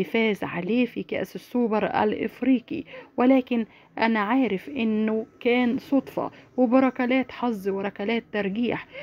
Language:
Egyptian Arabic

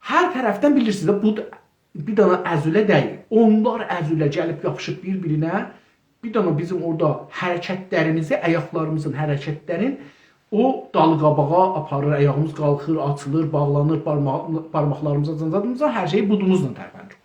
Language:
South Azerbaijani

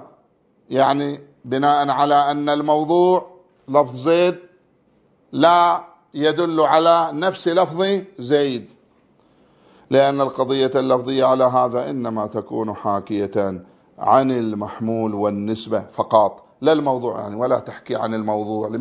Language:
Arabic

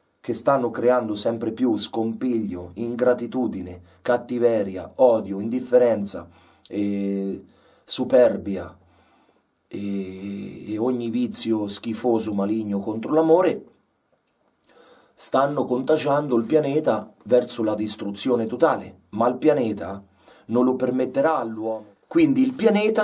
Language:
Italian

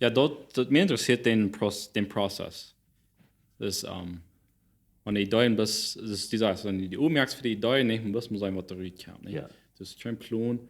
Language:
Plautdietsch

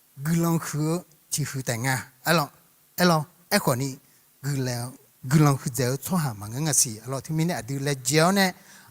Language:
Akha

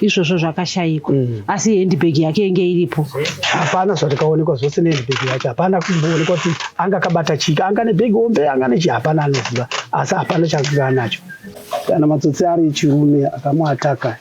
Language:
Shona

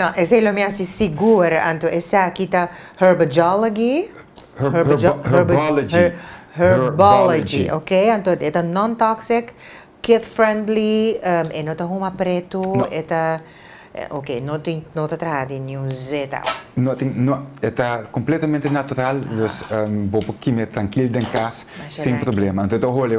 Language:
Papiamento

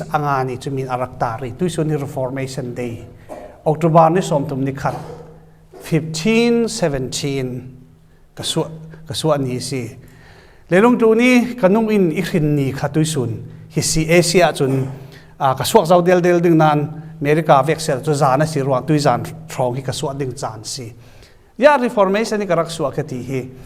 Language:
Falam Chin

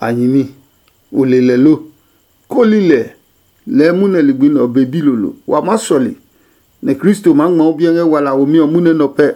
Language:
Adangme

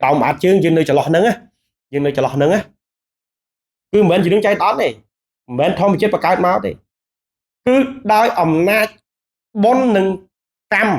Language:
Khmer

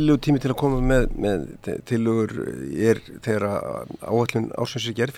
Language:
Icelandic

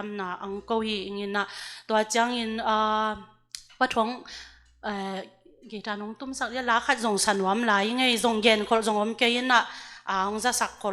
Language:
Tedim Chin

